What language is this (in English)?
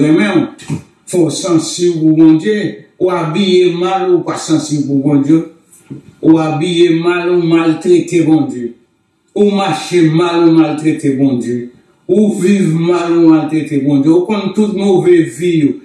Haitian Creole